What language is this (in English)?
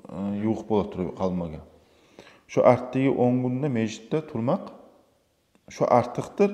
Kumyk